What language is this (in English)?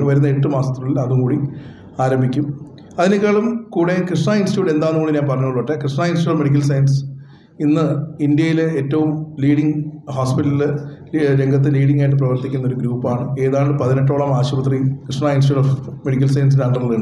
Malayalam